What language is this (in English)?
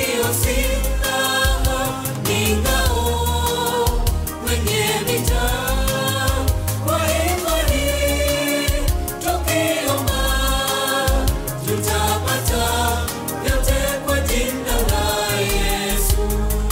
Swahili